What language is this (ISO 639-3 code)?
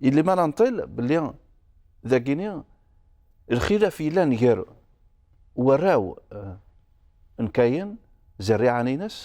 kab